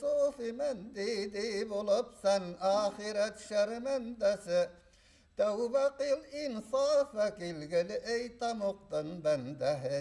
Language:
Bashkir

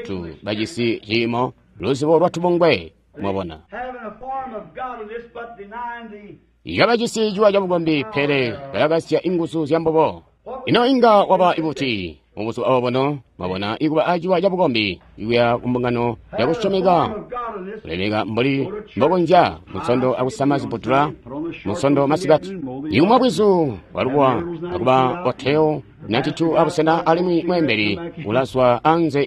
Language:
Tonga (Zambia)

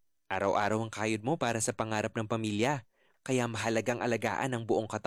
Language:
Filipino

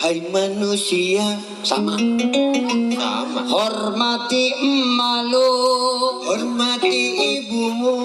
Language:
Betawi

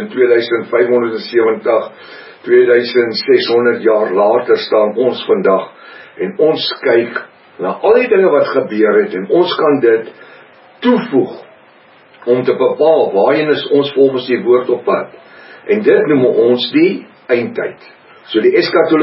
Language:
Afrikaans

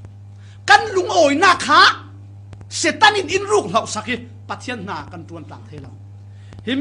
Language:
Falam Chin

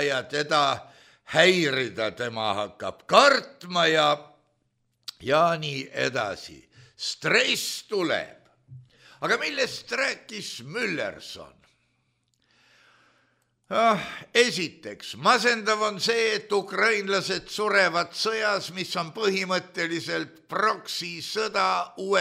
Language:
Estonian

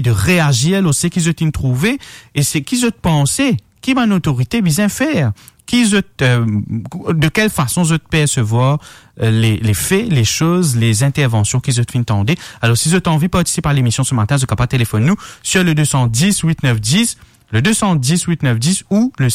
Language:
Morisyen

